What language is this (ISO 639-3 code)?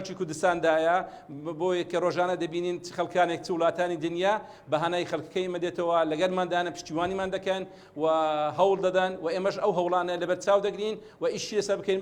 ckb